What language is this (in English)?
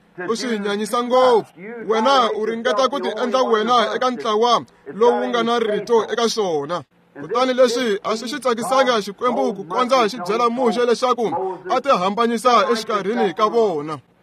Tsonga